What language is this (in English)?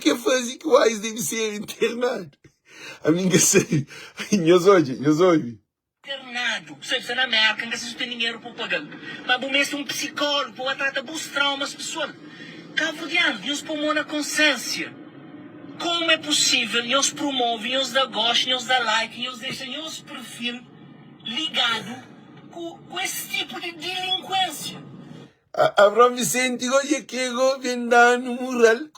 Kabuverdianu